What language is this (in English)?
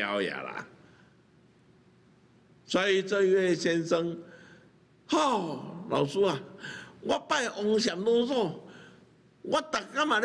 Min Nan Chinese